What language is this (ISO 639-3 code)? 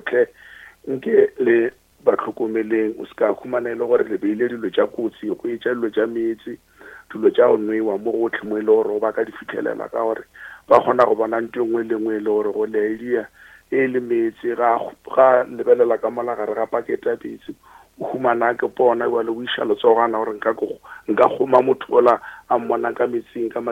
nso